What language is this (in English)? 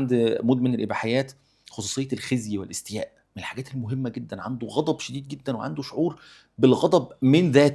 Egyptian Arabic